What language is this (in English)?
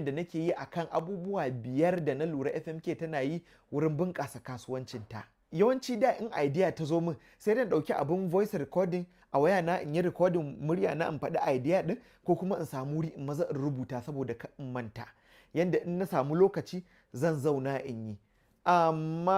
Hausa